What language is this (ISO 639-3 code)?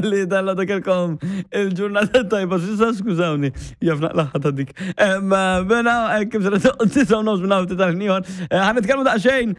mlt